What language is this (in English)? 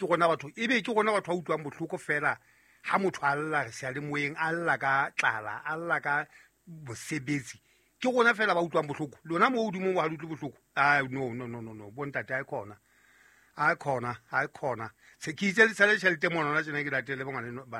Southern Sotho